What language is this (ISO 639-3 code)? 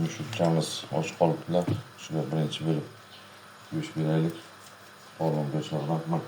uzb